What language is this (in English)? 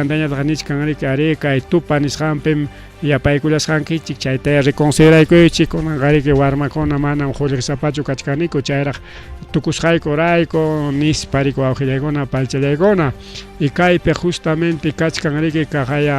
Ayacucho Quechua